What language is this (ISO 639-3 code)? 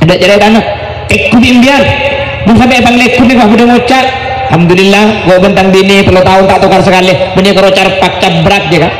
mad